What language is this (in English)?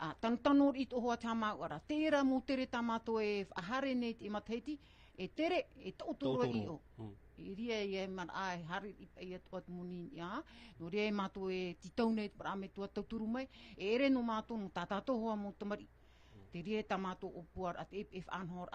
Tahitian